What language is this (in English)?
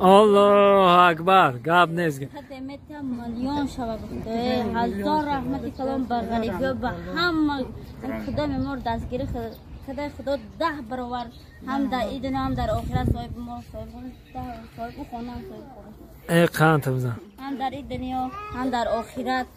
Tajik